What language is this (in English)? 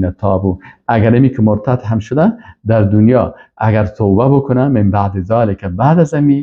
Persian